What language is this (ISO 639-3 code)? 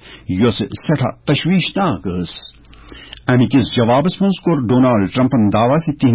kas